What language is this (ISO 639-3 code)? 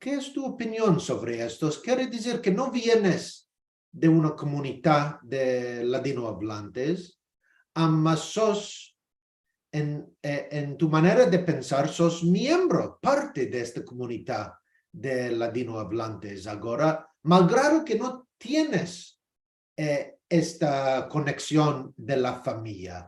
lad